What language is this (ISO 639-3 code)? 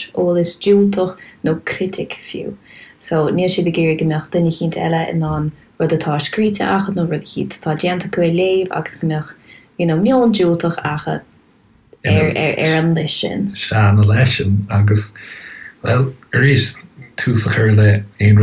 gle